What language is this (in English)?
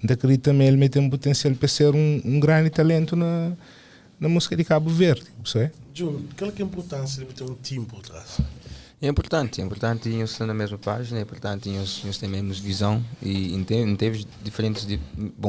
Kabuverdianu